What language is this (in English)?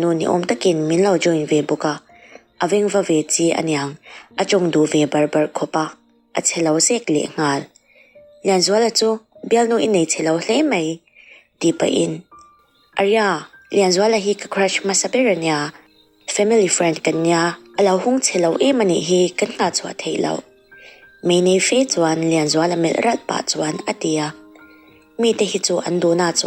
Mizo